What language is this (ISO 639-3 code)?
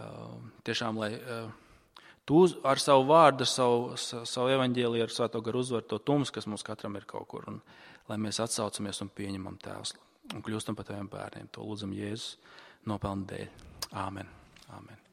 lav